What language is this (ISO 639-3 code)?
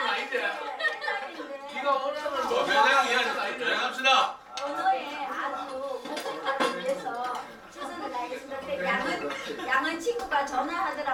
kor